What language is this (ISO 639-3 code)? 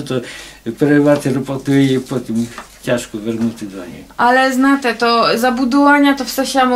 rue